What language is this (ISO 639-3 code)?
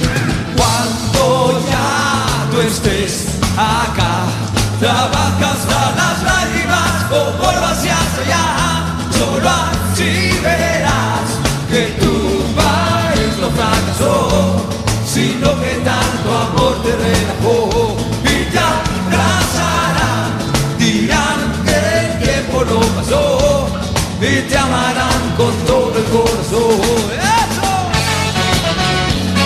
spa